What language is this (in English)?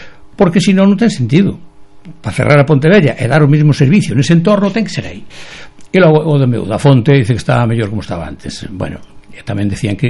Galician